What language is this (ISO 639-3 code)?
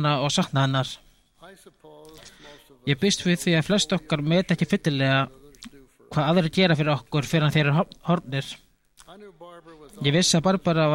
isl